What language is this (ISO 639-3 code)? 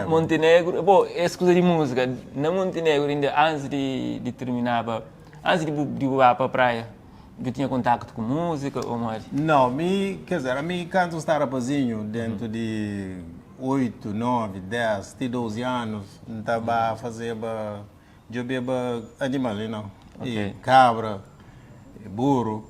kea